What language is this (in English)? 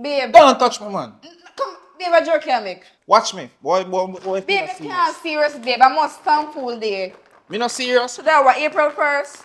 Jamaican Creole English